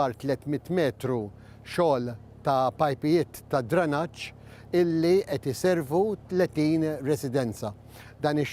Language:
Maltese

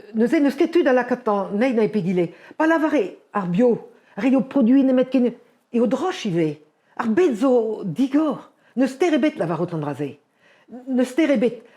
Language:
Breton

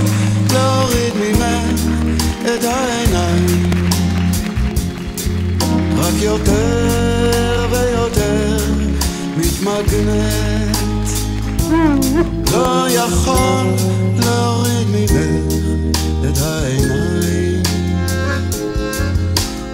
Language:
Hebrew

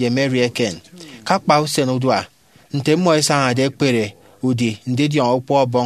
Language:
Efik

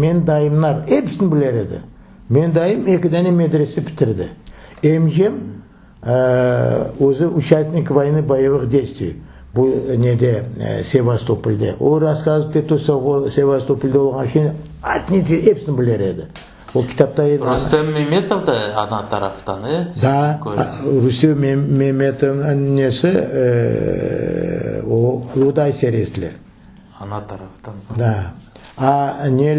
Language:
Crimean Tatar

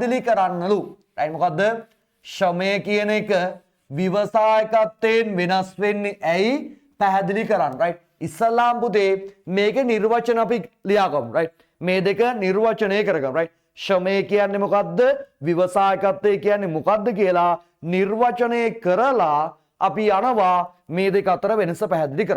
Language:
Sinhala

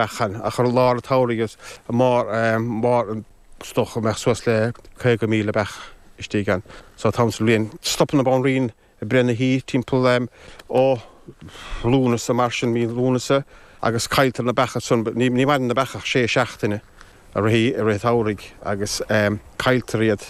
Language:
Irish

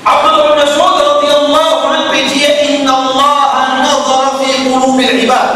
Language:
Morisyen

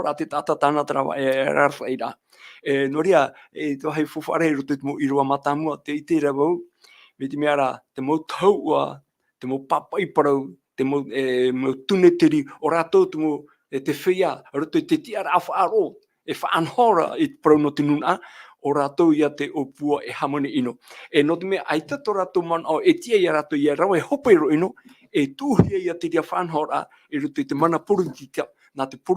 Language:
Tahitian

